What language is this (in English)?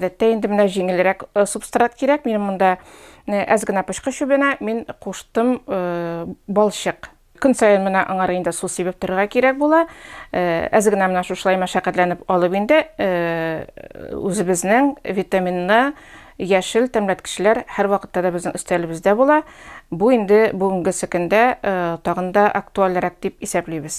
Tatar